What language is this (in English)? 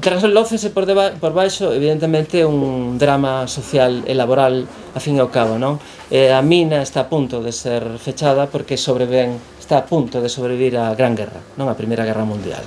Galician